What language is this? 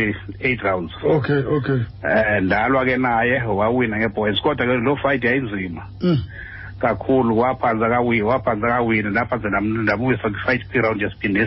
Xhosa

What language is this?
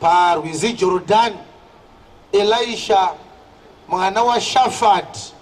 Shona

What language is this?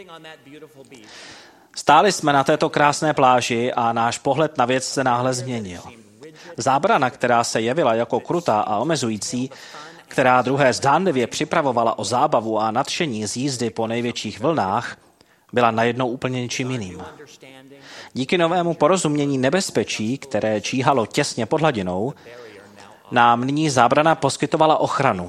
Czech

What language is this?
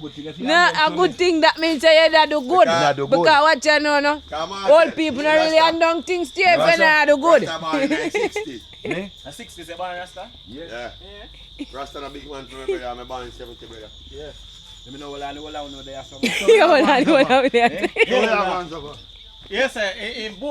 Jamaican Creole English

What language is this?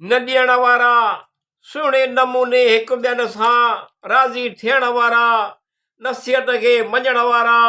Sindhi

